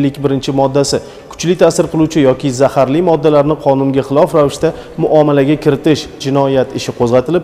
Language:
Uzbek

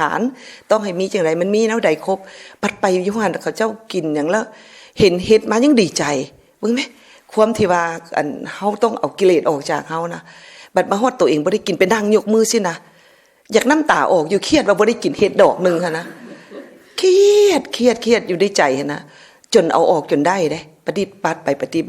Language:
Lao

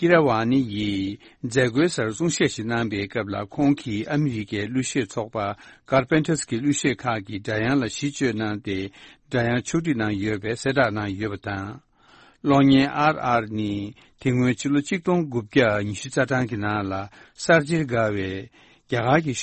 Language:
Tibetan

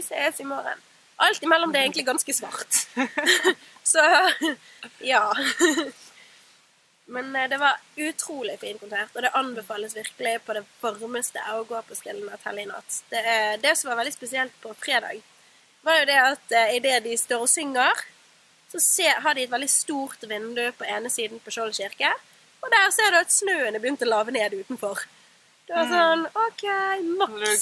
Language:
Norwegian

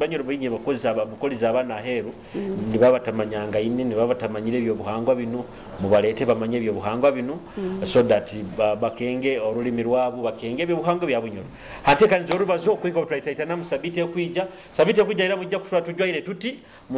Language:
Nyoro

